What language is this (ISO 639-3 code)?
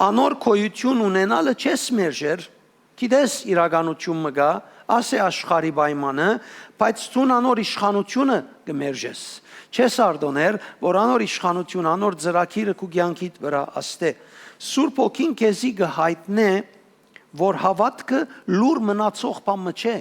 hyw